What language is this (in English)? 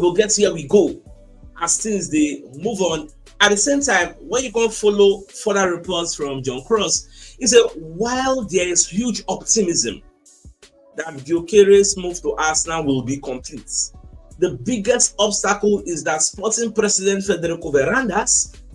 Nigerian Pidgin